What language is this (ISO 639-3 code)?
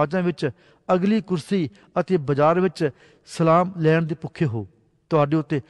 pan